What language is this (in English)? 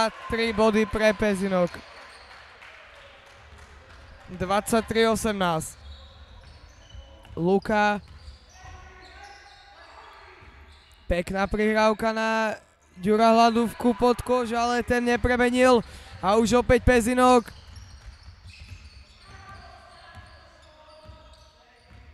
Slovak